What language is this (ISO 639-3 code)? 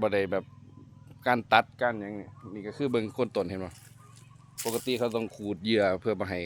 tts